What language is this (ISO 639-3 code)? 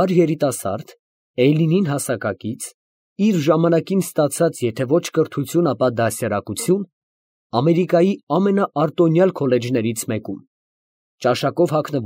hye